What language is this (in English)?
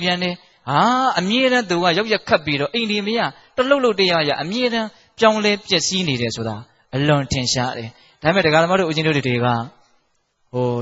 Burmese